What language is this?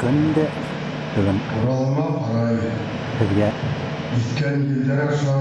Bashkir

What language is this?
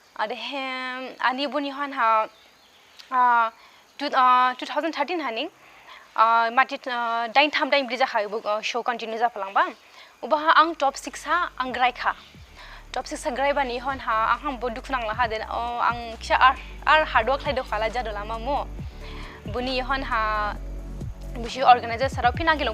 Dimasa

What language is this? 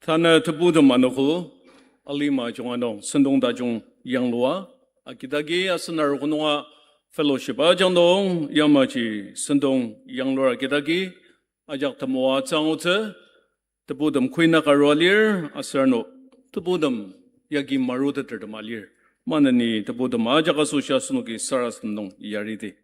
Ao Naga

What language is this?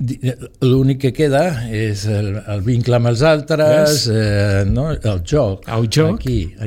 Catalan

